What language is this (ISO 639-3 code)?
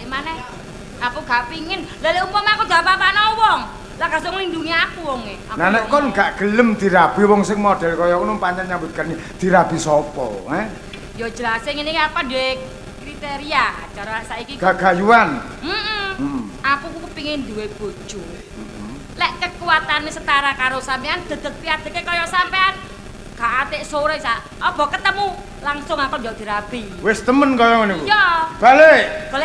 jav